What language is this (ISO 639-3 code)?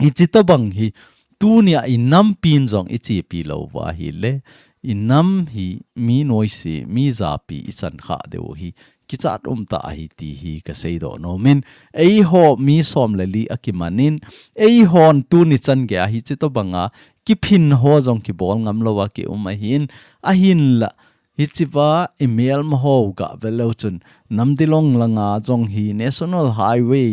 tcz